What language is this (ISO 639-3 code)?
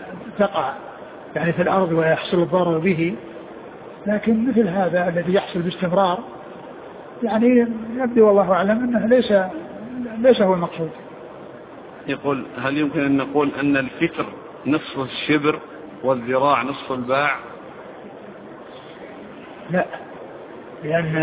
ara